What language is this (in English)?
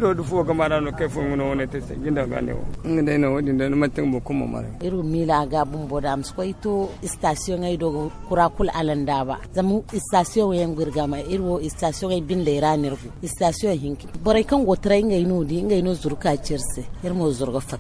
Zarma